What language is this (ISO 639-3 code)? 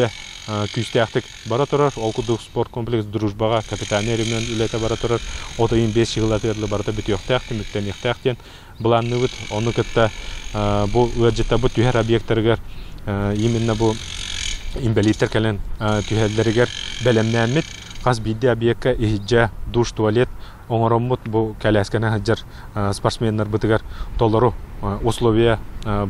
sah